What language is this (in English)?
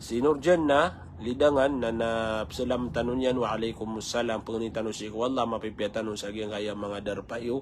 Maranao